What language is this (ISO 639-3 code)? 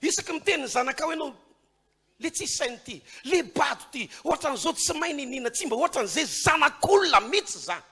mlg